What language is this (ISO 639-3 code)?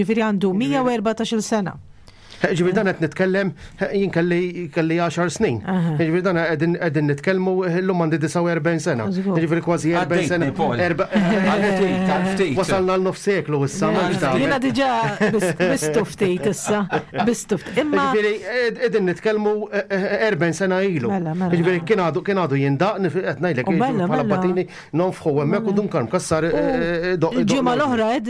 mlt